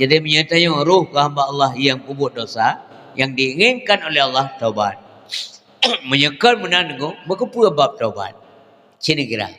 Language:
Achinese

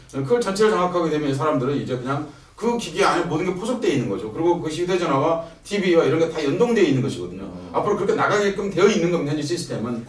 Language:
Korean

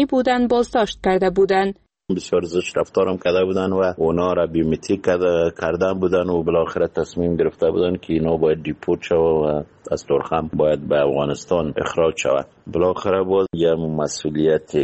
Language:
Persian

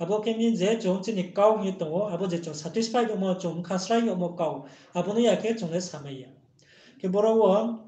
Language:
Riang (India)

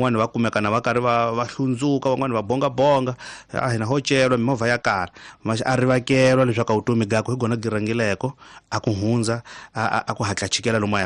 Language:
Tsonga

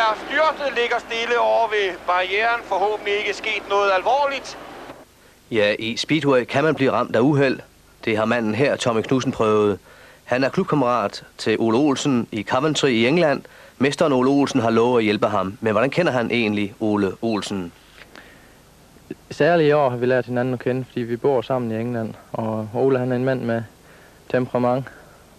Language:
Danish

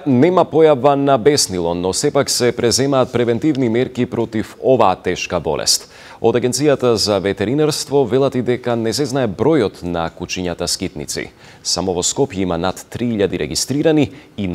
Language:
Macedonian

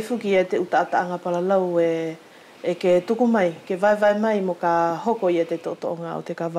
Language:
Wallisian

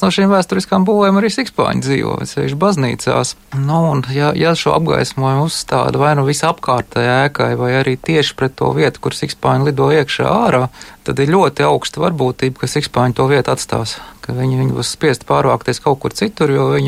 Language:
Latvian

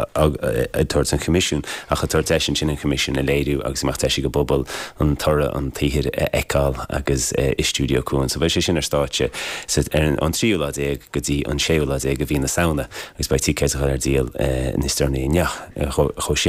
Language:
Irish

